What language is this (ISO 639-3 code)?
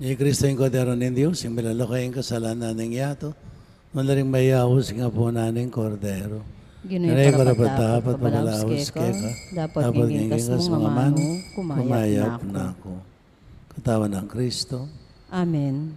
pam